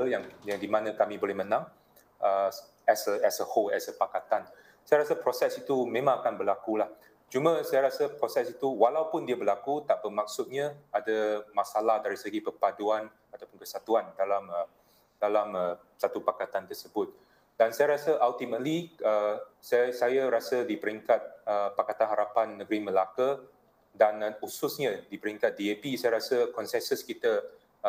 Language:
Malay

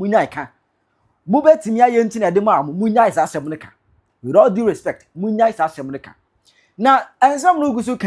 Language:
Akan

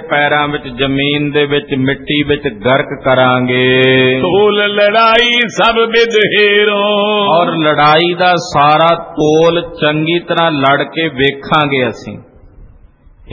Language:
Punjabi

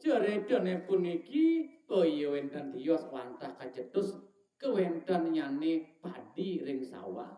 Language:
Balinese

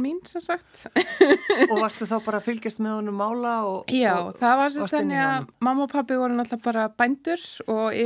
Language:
Icelandic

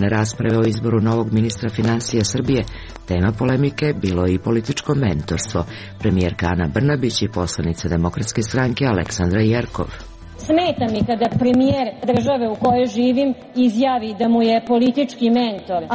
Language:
Serbian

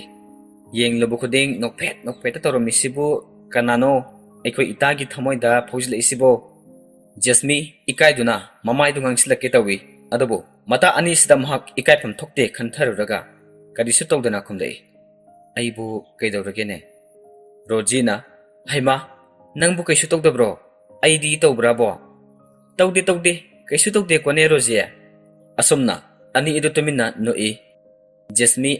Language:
Manipuri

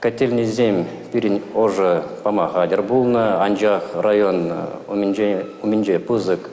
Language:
Chuvash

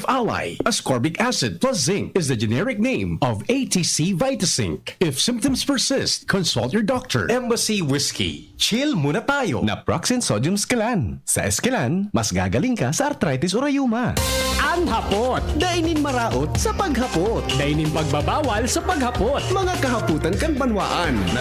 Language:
Bikol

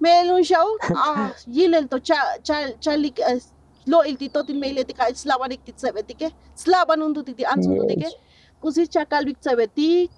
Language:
Tzotzil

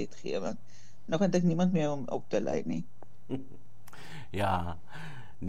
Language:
Afrikaans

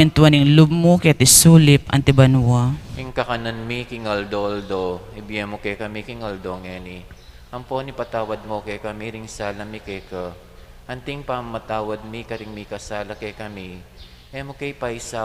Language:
Pampanga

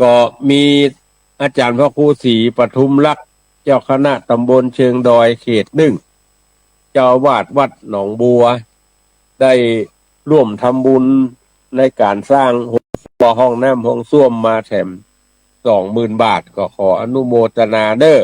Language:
Northern Thai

